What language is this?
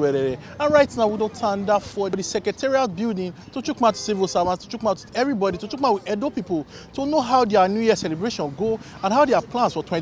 Nigerian Pidgin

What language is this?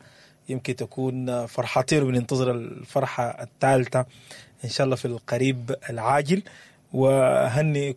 Sudanese Arabic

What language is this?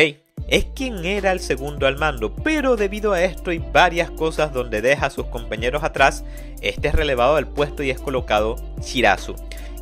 Spanish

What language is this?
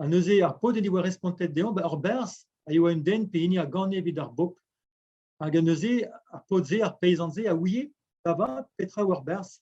Breton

